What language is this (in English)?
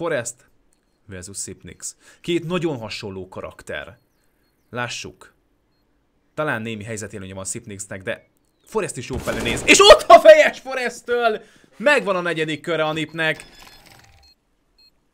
Hungarian